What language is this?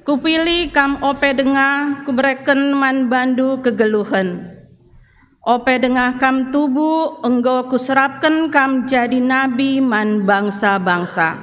Batak Karo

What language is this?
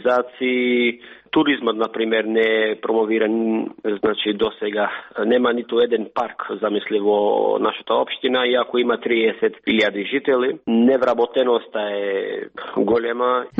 Macedonian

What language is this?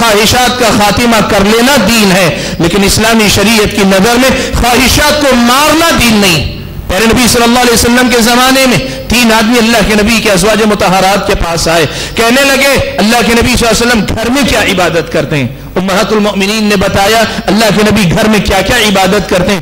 Urdu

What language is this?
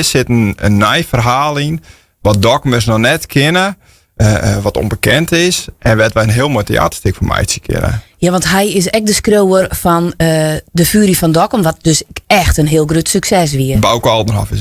Western Frisian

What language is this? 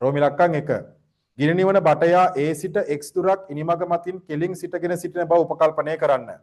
Sinhala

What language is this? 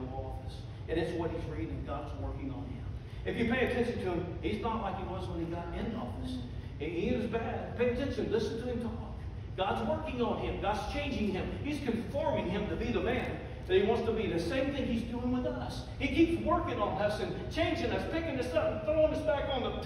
English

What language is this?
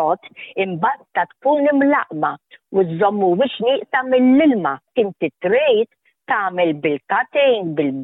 Maltese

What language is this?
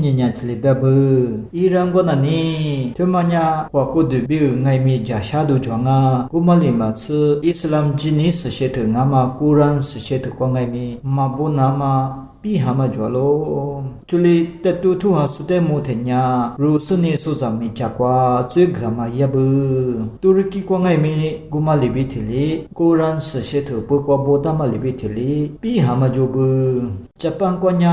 Lisu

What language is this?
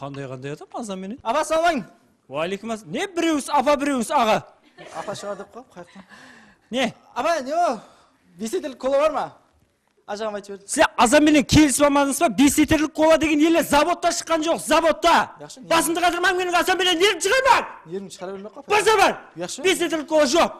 Kara-Kalpak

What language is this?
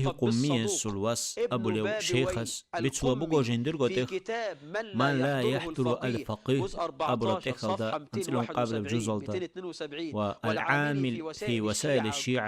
Avaric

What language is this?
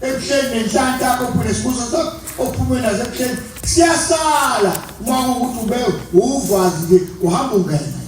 Zulu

